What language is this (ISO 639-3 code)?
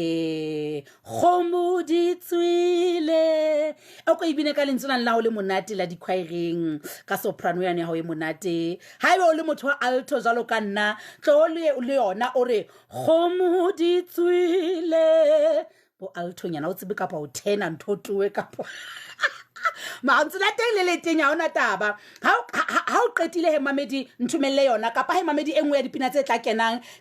sot